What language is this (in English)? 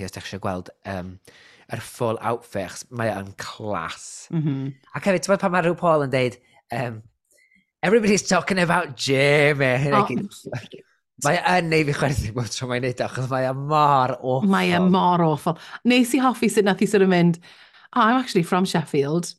Welsh